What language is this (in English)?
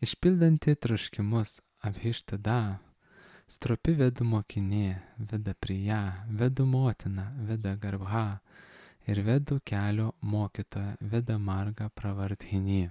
Lithuanian